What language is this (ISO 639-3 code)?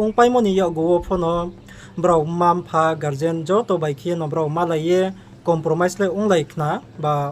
ria